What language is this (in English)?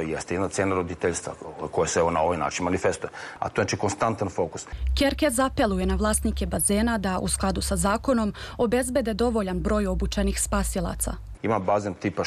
Serbian